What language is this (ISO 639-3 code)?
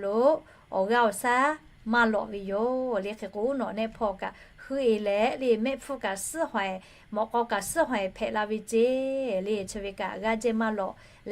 lhu